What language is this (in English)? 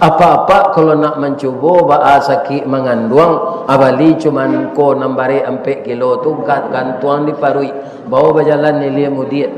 Minangkabau